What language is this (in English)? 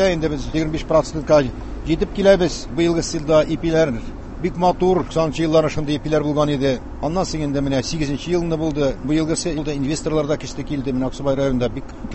Tatar